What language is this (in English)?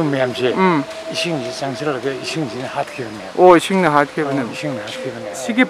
Manipuri